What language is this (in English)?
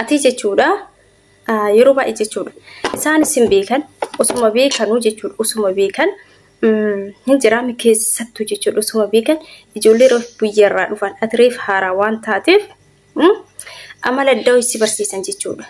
Oromo